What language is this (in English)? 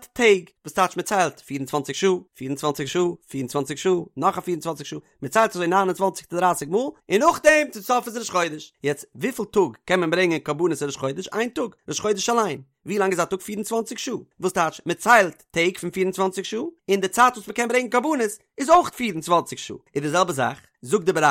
Yiddish